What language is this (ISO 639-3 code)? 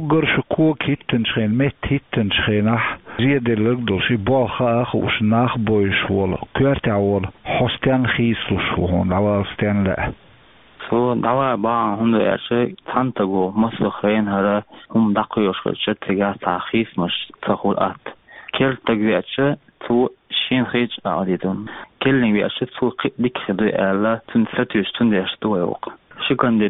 che